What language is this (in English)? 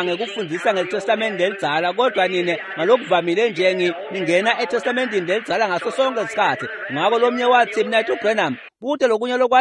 Swati